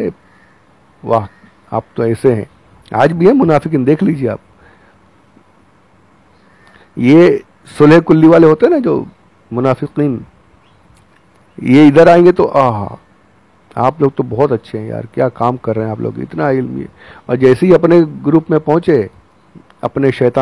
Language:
Urdu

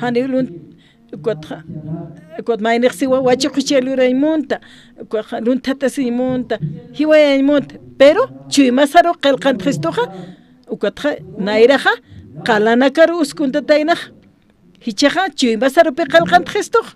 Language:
Aymara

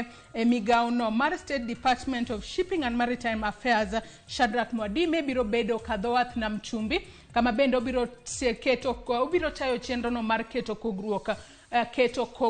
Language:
Luo (Kenya and Tanzania)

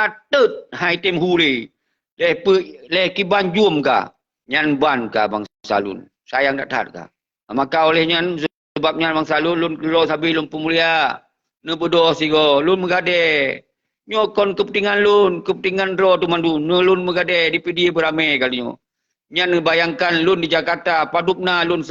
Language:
Achinese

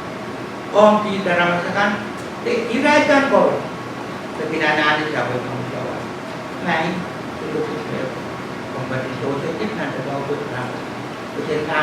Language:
Pohnpeian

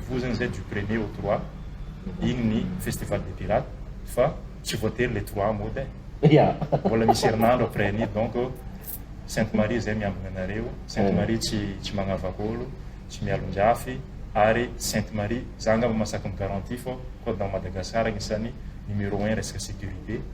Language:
Malagasy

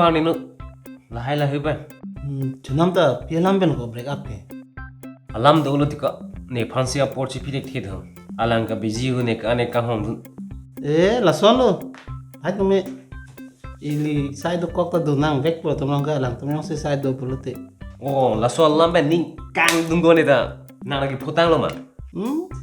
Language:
Karbi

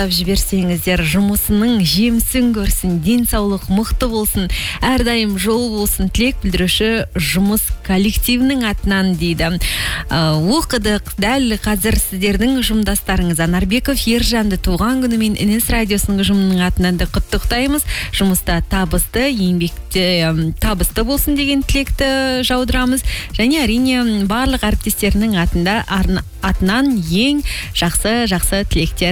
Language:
Kazakh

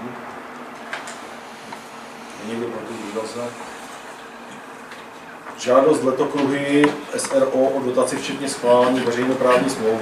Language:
Czech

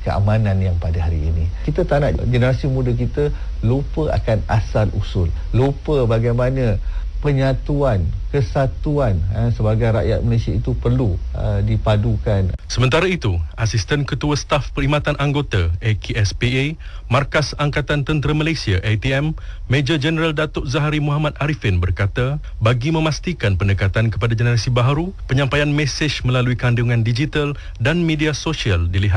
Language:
Malay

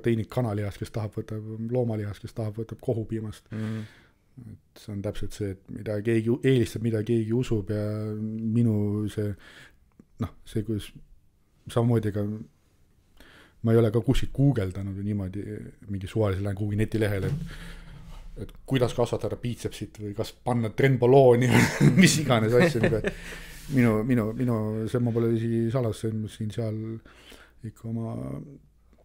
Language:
Estonian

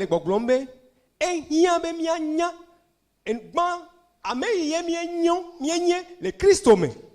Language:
Ewe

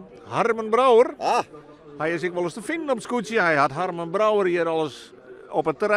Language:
Western Frisian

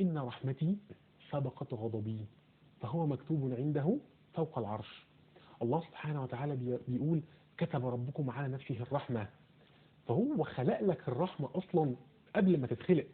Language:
Egyptian Arabic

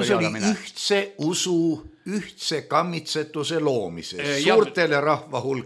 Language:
Estonian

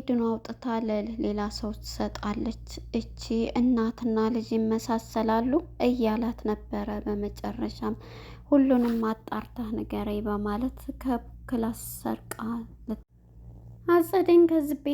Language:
Amharic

